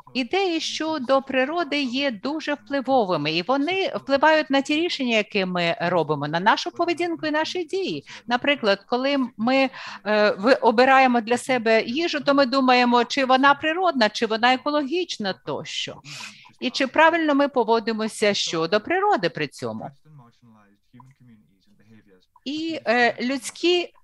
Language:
Ukrainian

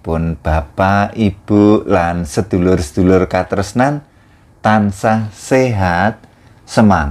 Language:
Javanese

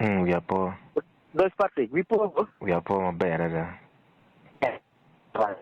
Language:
Acoli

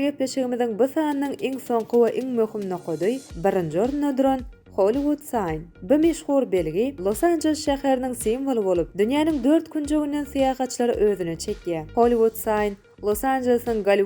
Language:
Turkmen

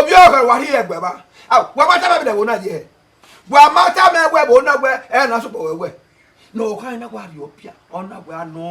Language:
Bini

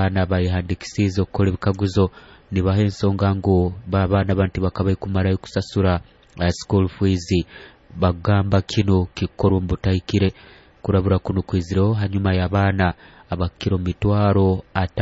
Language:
Nyoro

